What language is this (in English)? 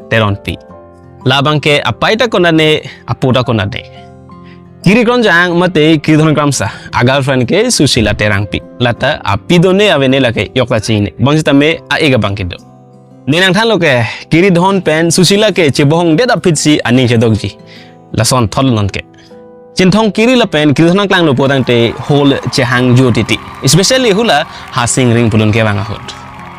Karbi